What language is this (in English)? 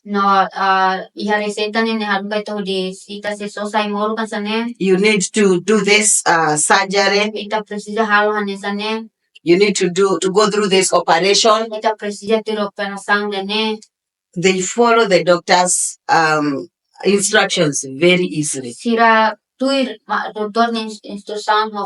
Tetum